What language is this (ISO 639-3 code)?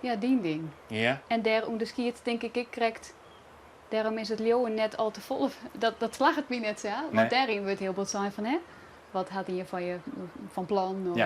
fry